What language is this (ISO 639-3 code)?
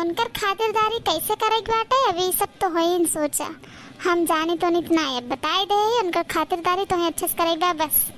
awa